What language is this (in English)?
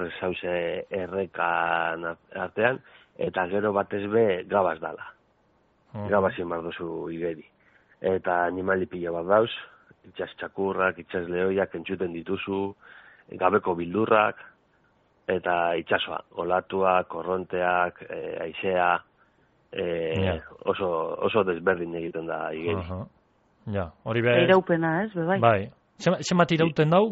Basque